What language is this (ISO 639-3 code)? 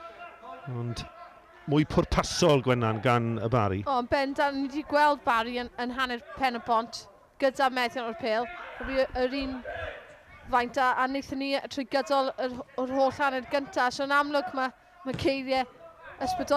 cym